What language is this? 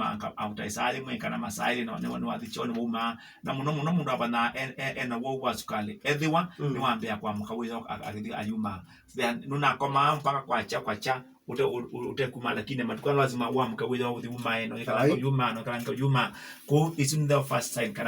Kamba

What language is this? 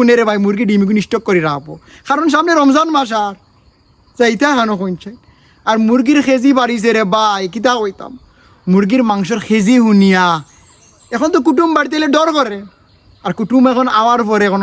Sylheti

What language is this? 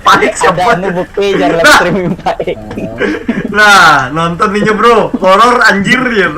Banjar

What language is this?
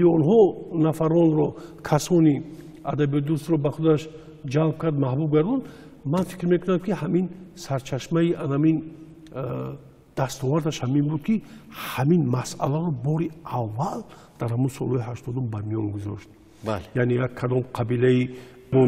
Tajik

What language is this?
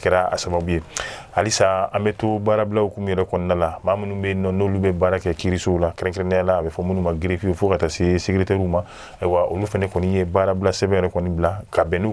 Bambara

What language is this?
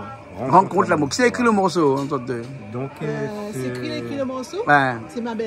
Réunion Creole French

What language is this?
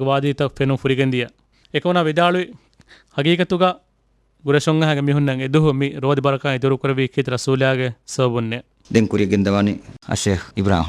Divehi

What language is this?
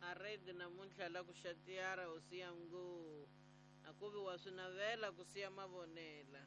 Tsonga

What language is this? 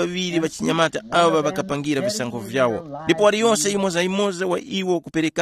Tumbuka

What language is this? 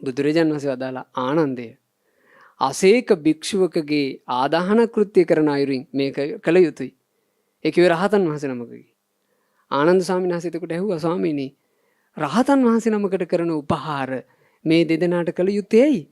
Sinhala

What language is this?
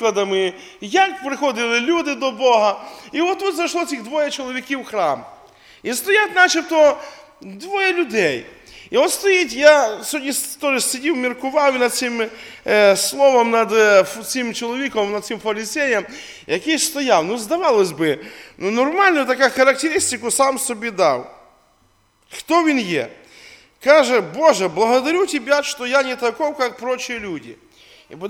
Ukrainian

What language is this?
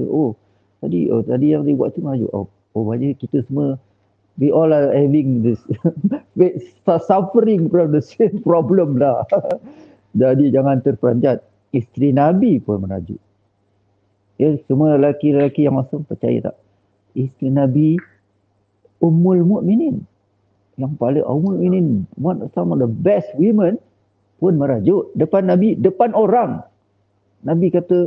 Malay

